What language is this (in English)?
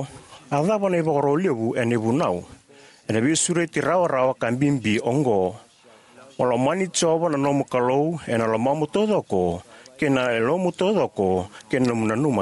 Fijian